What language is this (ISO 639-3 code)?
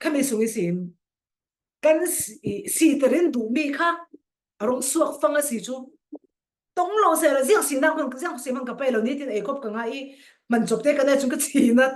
cfm